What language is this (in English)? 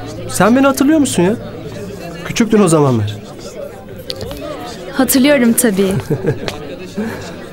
Turkish